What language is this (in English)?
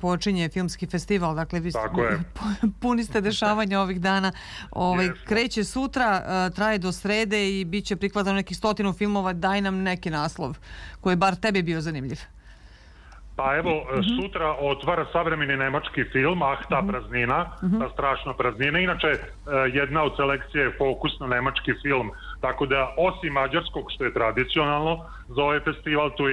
Serbian